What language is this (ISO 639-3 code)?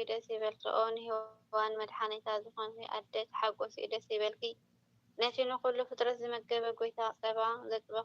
tir